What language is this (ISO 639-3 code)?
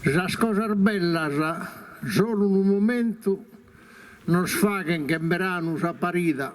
srd